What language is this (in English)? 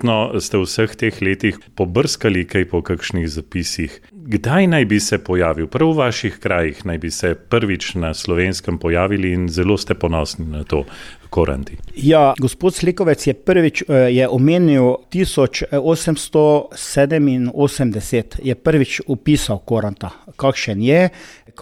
Slovenian